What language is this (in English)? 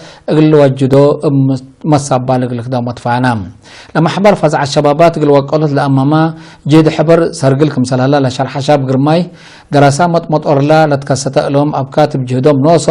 Tigre